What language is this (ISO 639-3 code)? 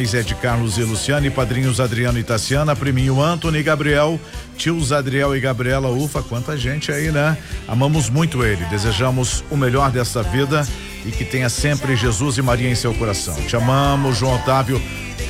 por